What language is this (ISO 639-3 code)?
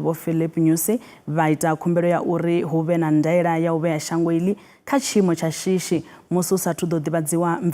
ven